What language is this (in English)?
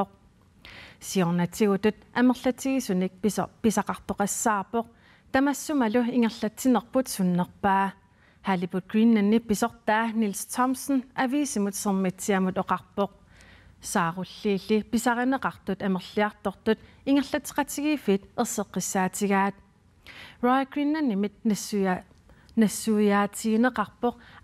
Kalaallisut